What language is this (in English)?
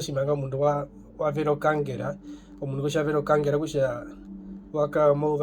Herero